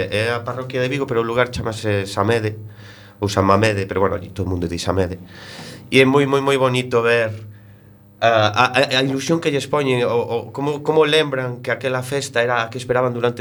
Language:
Galician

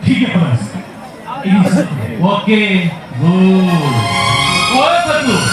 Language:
Santali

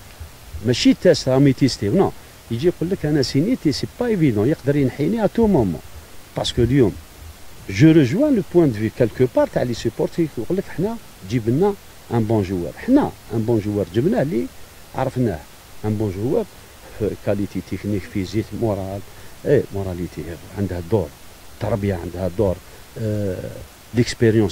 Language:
Algerian Arabic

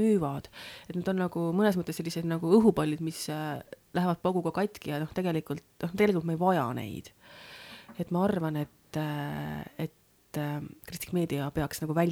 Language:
Estonian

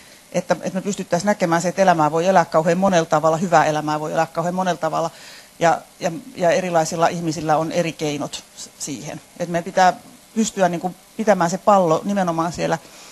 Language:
Finnish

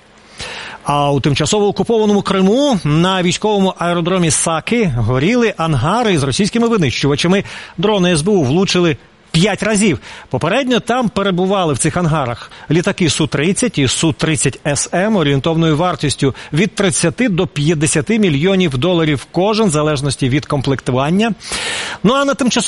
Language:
Ukrainian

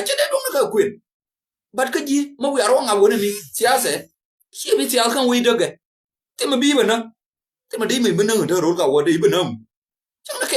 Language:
Nuer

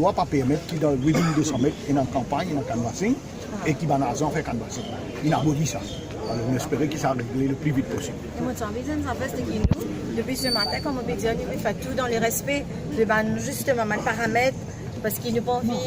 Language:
Morisyen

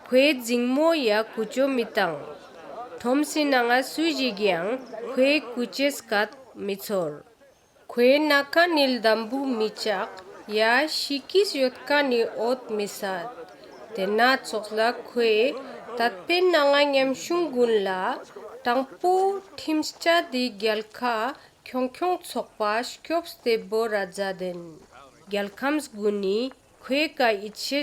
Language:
Ladakhi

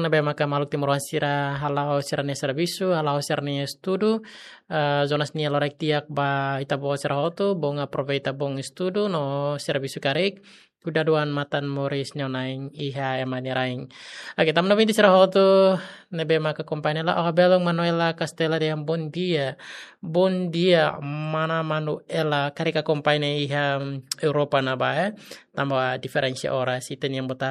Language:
Tetum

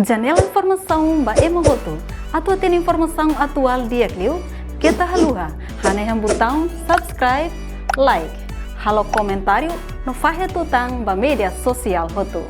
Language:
Tetum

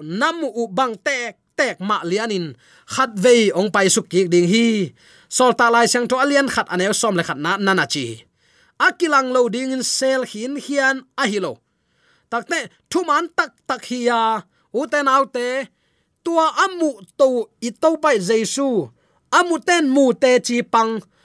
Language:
Tedim Chin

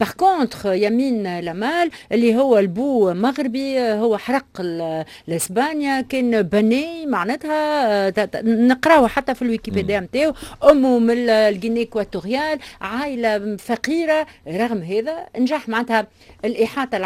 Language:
Tunisian Arabic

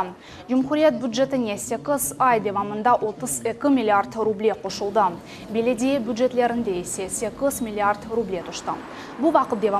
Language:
Crimean Tatar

